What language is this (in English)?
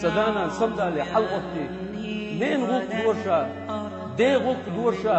Chechen